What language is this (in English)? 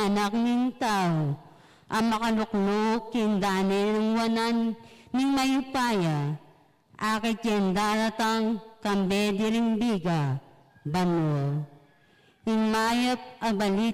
Pampanga